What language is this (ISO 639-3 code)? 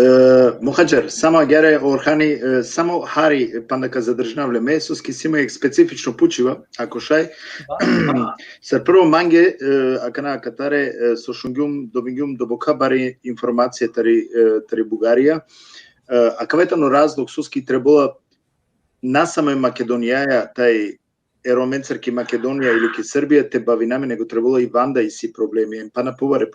rmn